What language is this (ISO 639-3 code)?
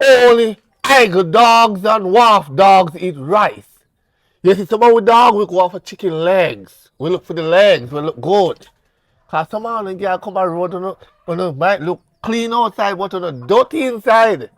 jam